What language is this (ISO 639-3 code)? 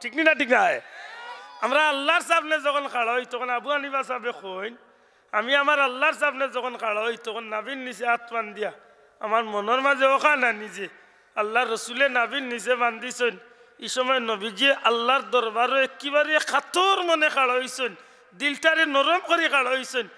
syl